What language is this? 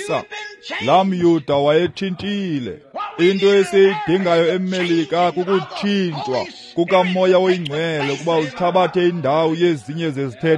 Xhosa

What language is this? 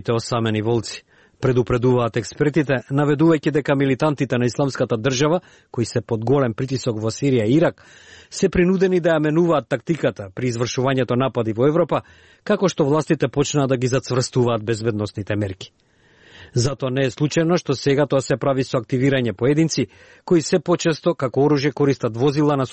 Macedonian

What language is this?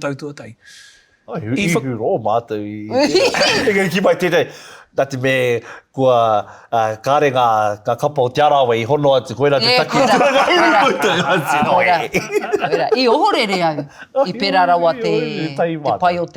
Māori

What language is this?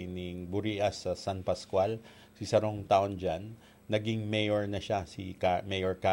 Bikol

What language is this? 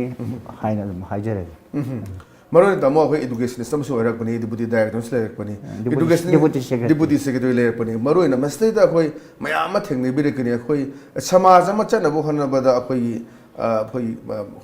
Manipuri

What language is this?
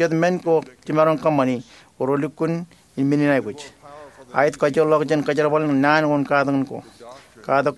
Marshallese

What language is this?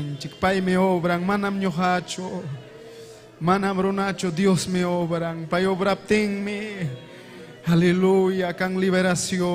Ayacucho Quechua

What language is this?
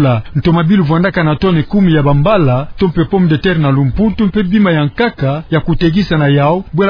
Kituba (Democratic Republic of Congo)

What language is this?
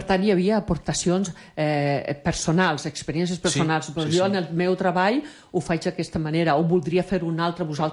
Catalan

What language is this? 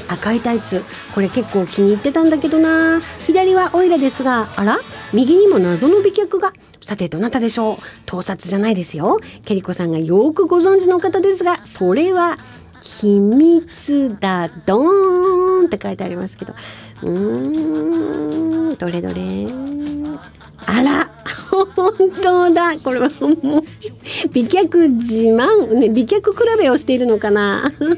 Japanese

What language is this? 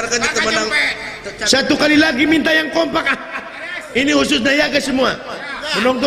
Sundanese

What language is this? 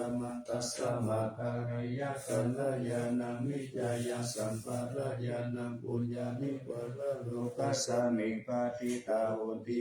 Pali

